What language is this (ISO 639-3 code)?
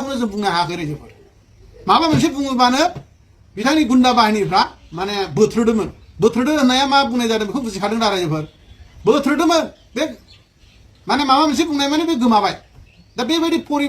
brx